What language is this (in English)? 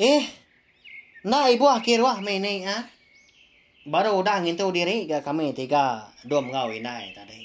Iban